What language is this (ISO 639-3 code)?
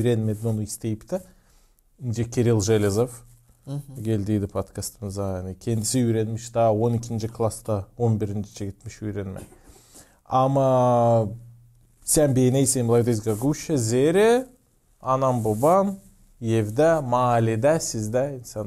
gag